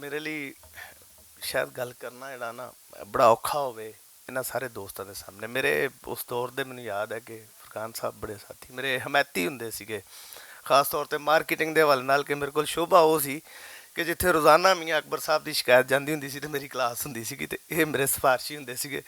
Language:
Western Panjabi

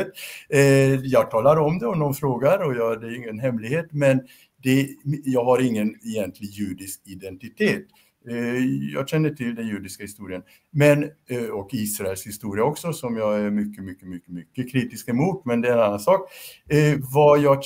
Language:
Swedish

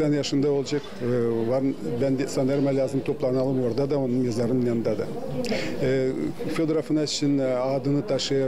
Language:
Gagauz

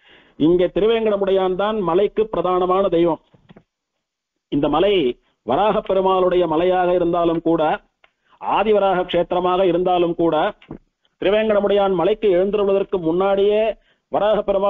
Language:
Tamil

